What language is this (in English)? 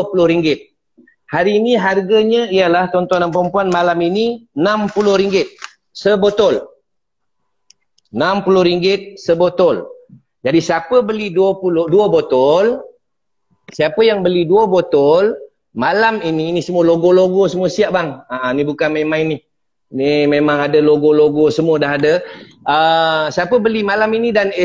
Malay